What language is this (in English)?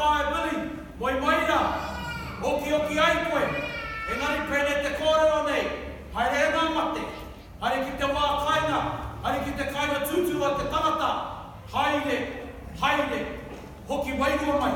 Māori